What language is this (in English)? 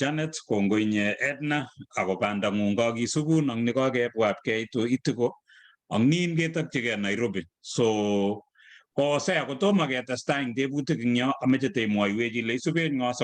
Kalenjin